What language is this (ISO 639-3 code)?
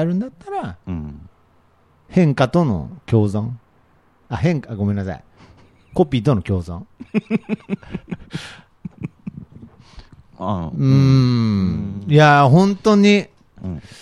jpn